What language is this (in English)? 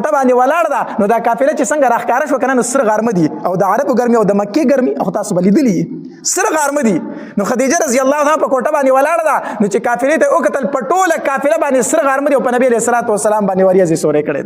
Pashto